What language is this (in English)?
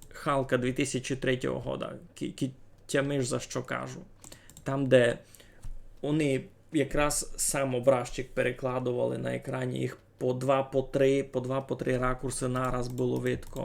Rusyn